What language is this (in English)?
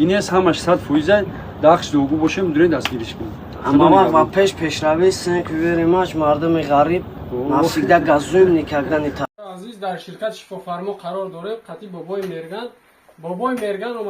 Tajik